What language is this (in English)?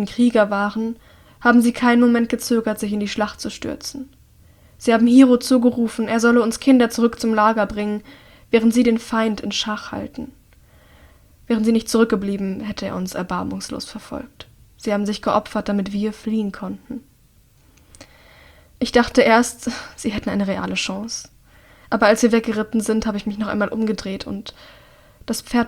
German